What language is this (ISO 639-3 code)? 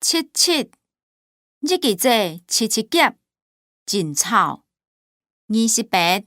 hak